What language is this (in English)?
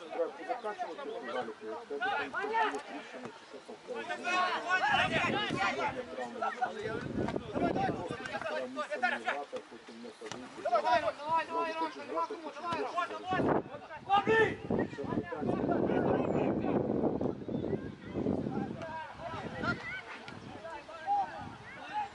Ukrainian